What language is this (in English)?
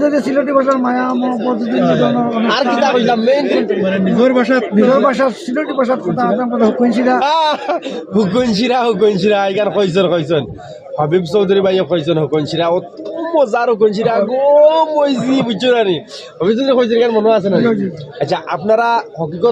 Sylheti